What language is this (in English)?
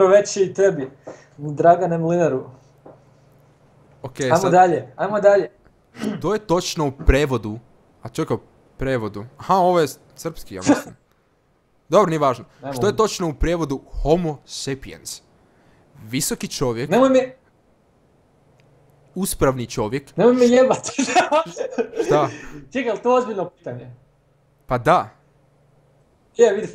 Croatian